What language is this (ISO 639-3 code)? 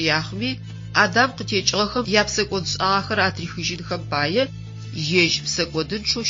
ady